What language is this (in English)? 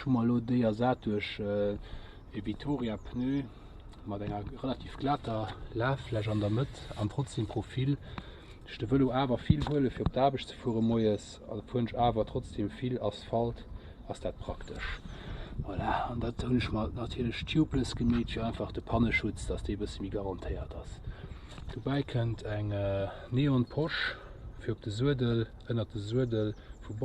Luxembourgish